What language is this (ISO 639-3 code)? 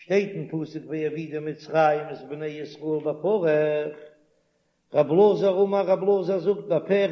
yid